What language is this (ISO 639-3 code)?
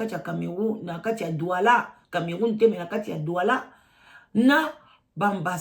lin